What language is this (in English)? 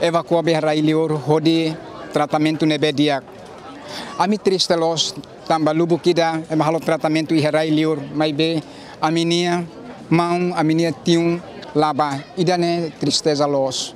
Tetum